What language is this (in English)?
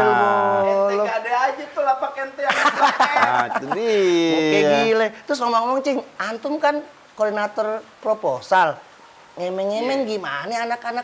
Betawi